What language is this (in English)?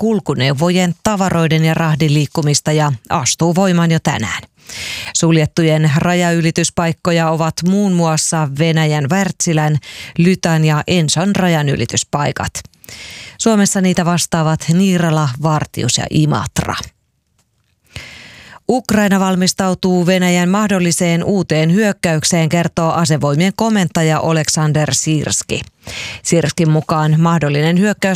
Finnish